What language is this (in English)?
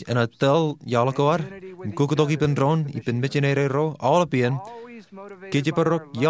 Marshallese